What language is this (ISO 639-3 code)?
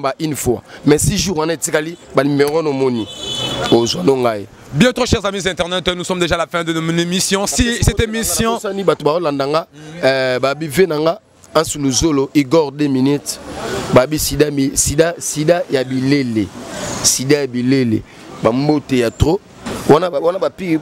lin